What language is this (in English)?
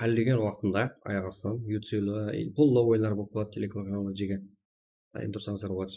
Kara-Kalpak